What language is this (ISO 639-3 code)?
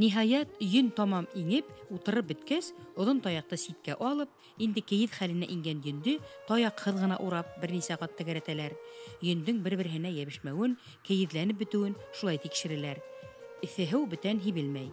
bak